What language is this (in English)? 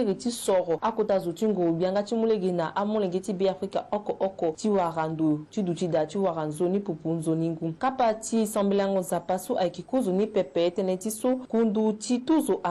Sango